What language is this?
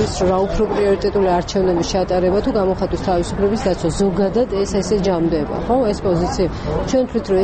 Georgian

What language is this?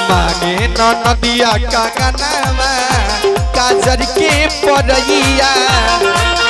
Bhojpuri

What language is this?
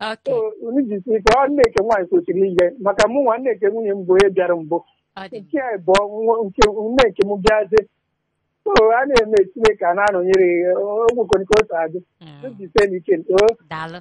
Igbo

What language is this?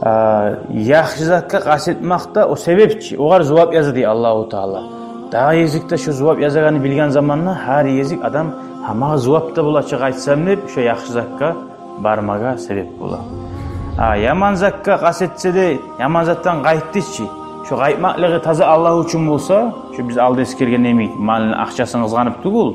Kumyk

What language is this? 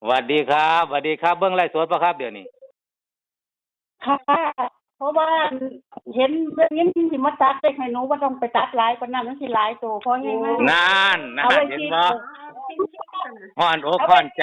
Northeastern Thai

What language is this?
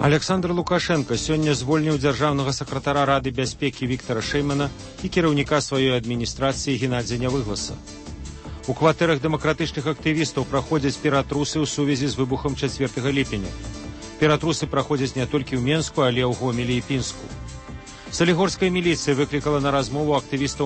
Belarusian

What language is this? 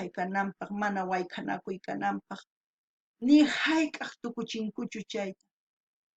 South Bolivian Quechua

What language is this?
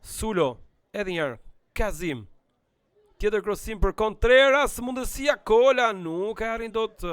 Albanian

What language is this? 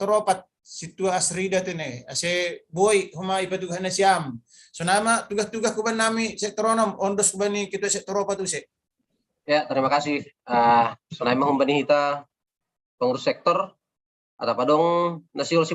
Batak Simalungun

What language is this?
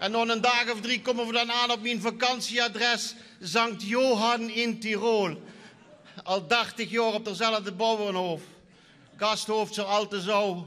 Limburgish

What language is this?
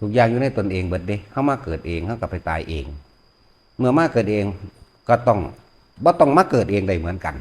Lao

